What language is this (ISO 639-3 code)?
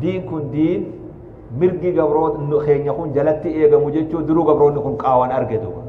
orm